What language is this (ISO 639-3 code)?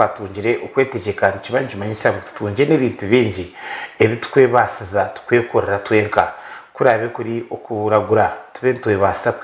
nyn